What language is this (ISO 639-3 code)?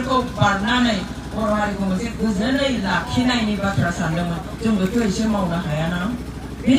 brx